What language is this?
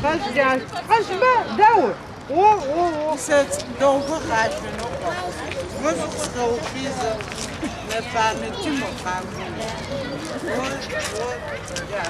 Adyghe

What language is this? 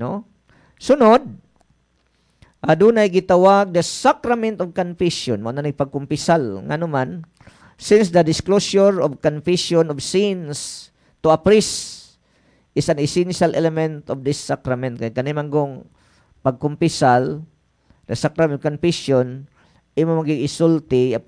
Cebuano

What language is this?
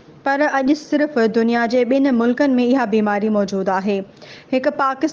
Sindhi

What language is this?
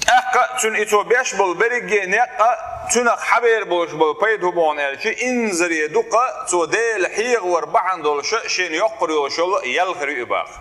Chechen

